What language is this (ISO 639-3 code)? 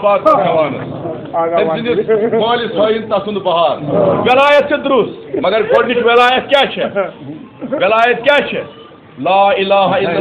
kas